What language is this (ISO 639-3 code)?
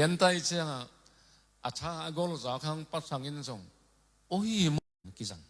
ctd